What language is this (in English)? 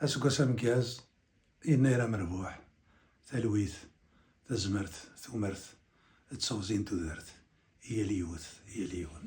Kabyle